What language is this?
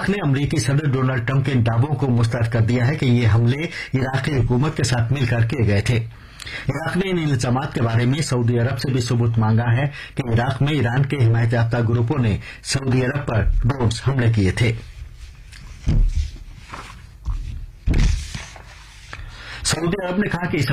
Urdu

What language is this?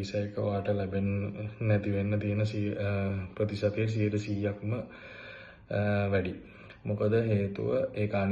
Sinhala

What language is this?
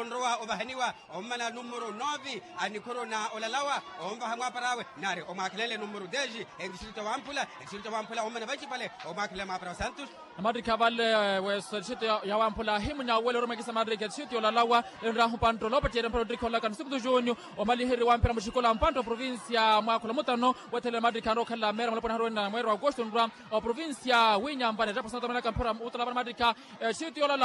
Makhuwa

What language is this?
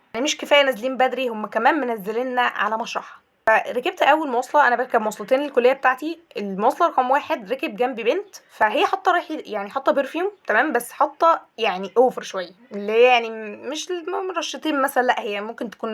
Egyptian Arabic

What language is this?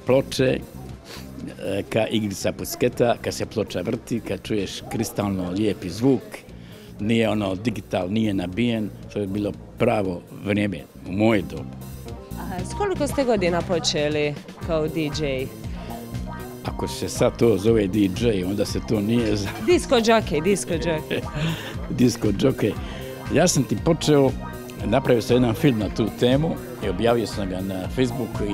Croatian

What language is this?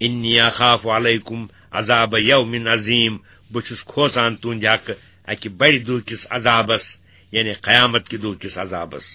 Kashmiri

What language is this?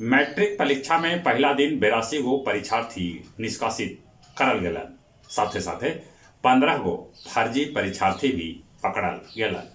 Magahi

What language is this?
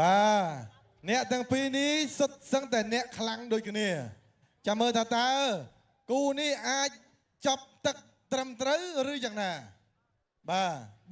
Khmer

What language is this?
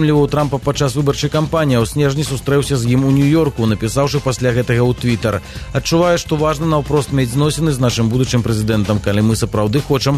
Belarusian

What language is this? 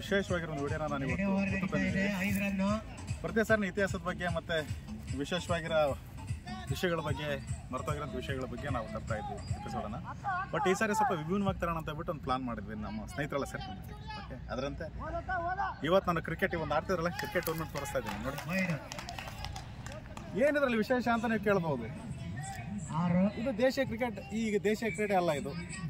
Kannada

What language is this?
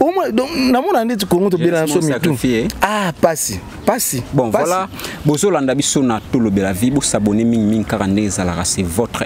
Lingala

